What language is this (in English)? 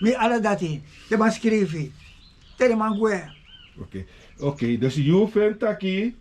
Sranan Tongo